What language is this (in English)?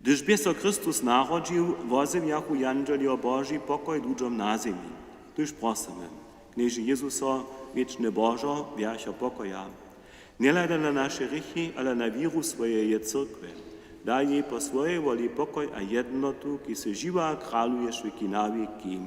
Upper Sorbian